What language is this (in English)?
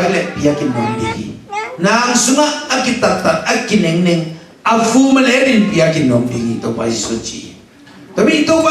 Tedim Chin